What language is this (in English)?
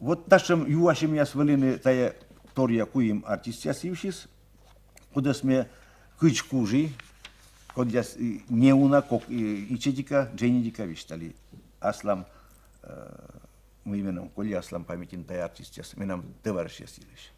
Komi